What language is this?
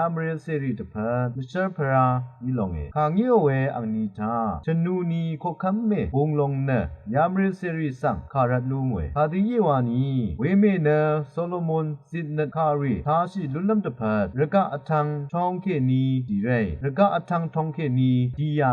Rawang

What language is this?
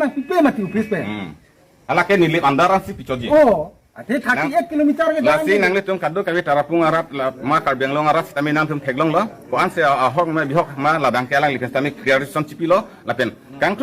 Karbi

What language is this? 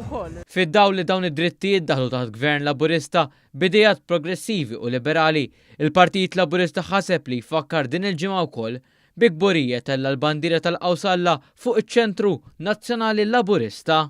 Maltese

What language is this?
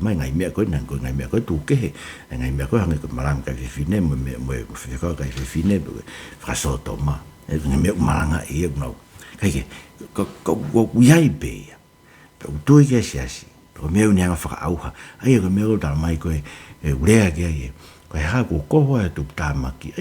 Tongan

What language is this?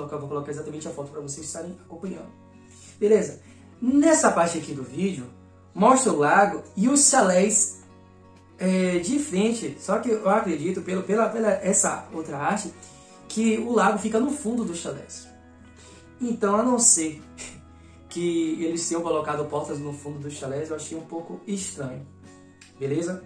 Portuguese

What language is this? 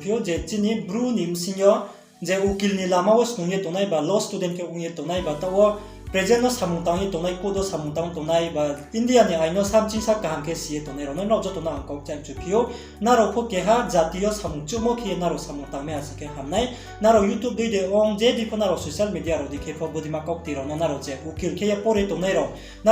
Riang (India)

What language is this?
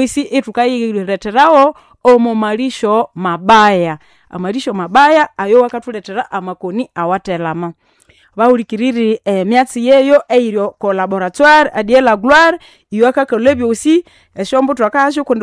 Nande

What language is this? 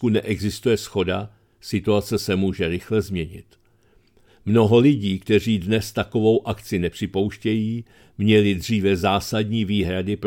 Czech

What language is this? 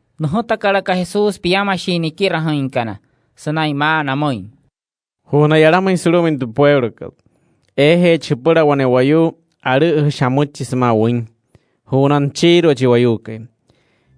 Wayuu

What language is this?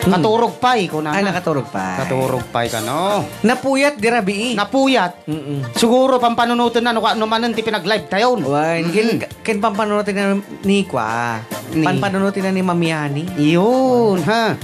Iloko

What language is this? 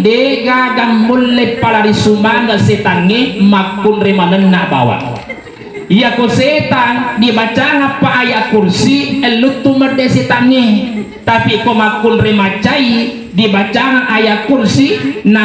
Buginese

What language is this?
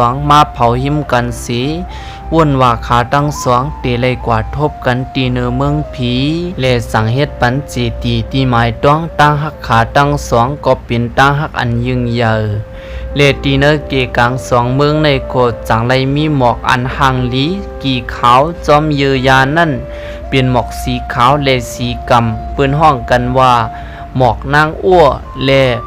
Shan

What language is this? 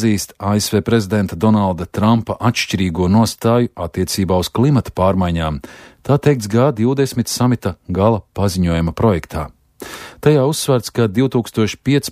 Latvian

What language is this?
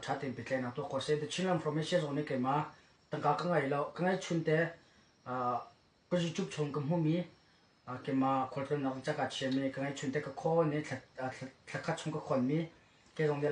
Hakha Chin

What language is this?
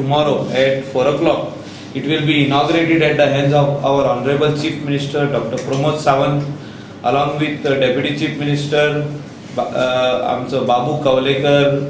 Konkani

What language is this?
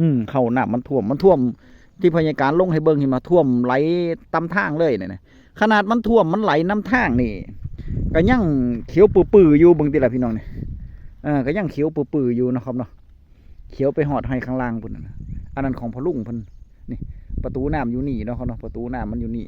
Northeastern Thai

